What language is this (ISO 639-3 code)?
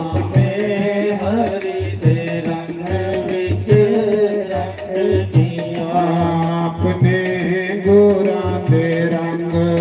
doi